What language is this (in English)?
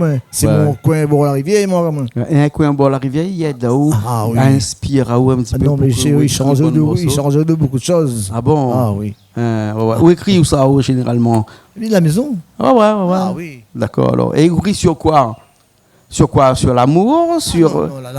Réunion Creole French